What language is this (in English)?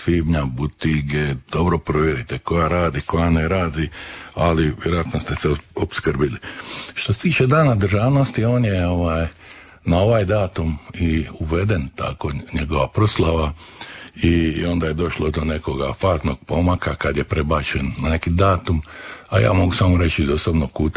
Croatian